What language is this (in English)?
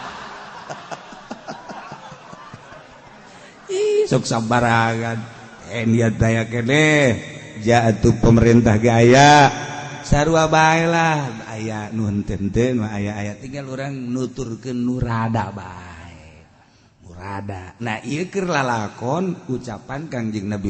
Sundanese